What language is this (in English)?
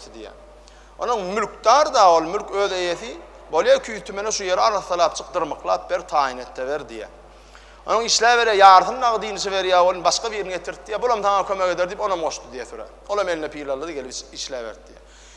Turkmen